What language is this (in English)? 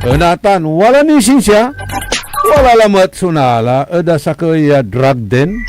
Pangasinan